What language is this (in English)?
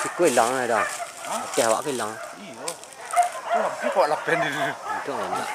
Minangkabau